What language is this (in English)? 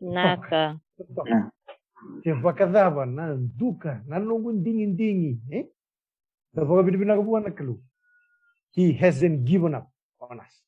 Fijian